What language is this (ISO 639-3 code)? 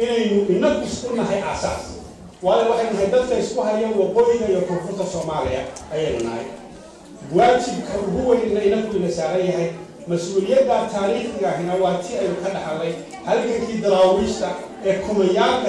som